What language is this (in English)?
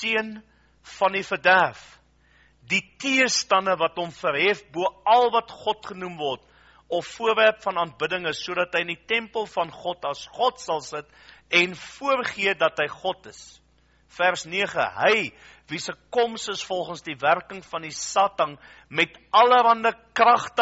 Afrikaans